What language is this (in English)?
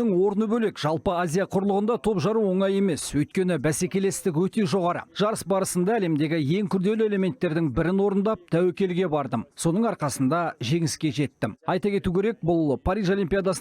Kazakh